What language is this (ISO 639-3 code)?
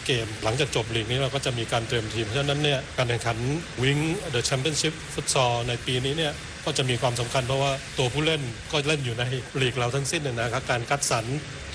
tha